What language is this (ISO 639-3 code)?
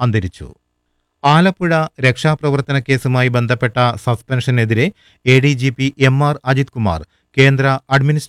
mal